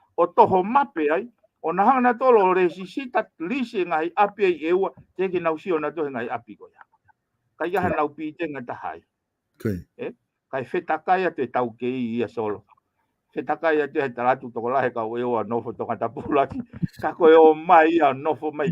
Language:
Tongan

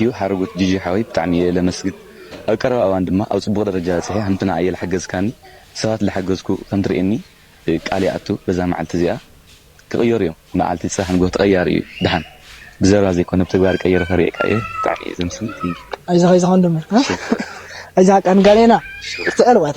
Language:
Tigrinya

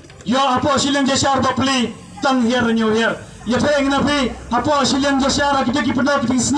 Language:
Khasi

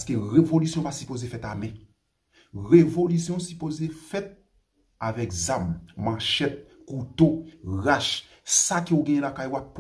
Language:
Haitian Creole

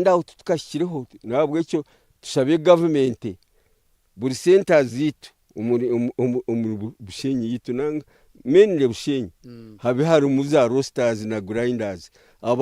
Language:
Nyankole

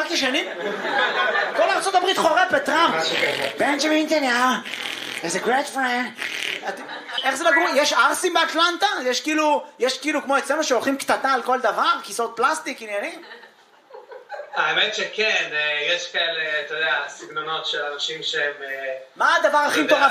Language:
Hebrew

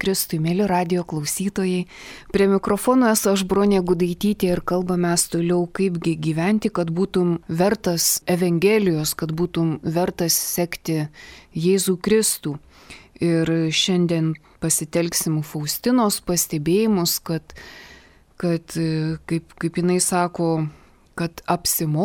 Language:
Lithuanian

